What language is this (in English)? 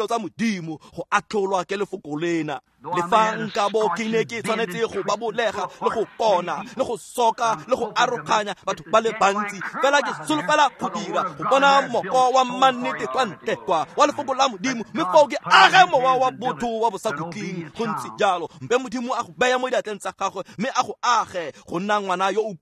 Tswana